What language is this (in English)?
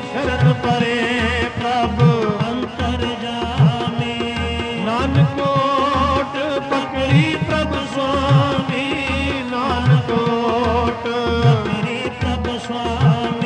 Punjabi